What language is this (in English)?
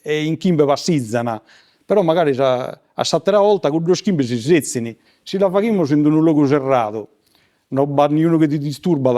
Sardinian